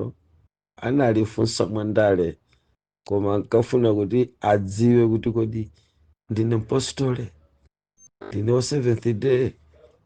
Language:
Nyanja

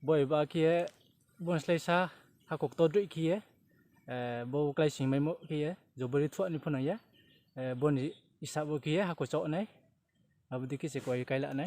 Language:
Riang (India)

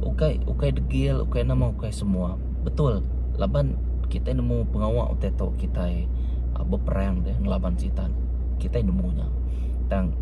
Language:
Iban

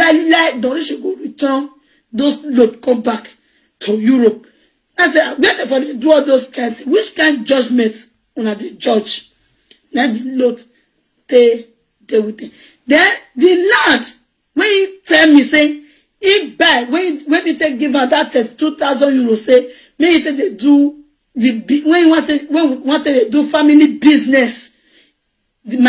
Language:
Nigerian Pidgin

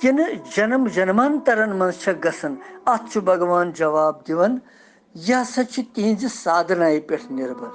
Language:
Kashmiri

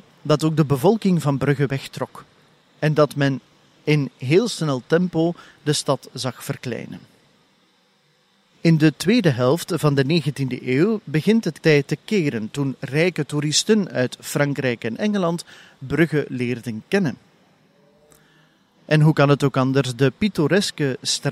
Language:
Dutch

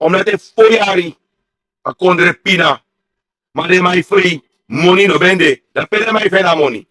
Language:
Sranan Tongo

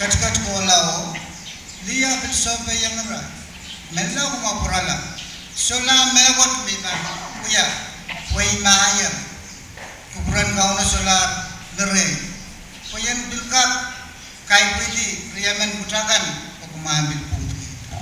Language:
Pohnpeian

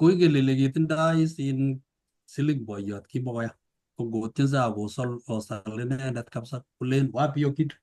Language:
Kalenjin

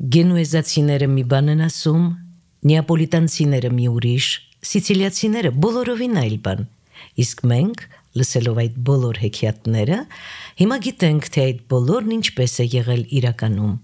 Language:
Armenian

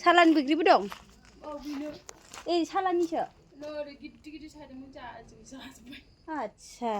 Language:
Bodo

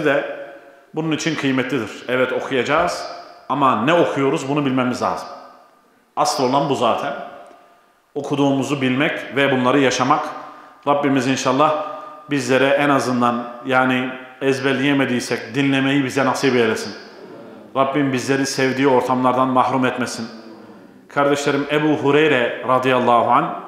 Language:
Turkish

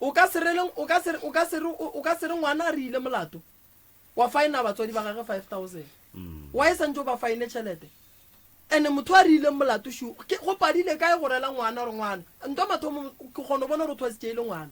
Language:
Northern Sotho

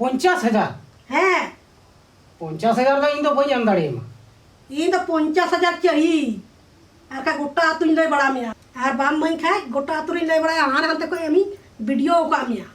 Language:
Santali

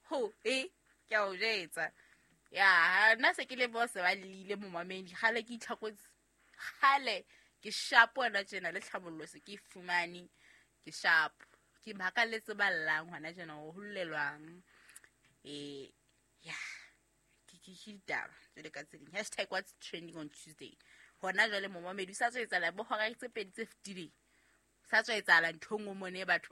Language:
Southern Sotho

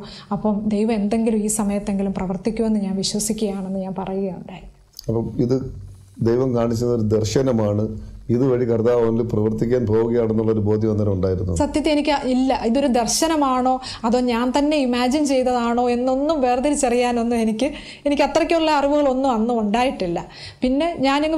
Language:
Malayalam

